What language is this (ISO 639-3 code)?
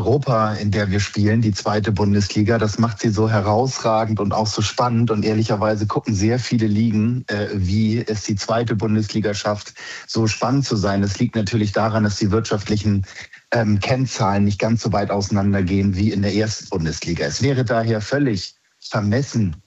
deu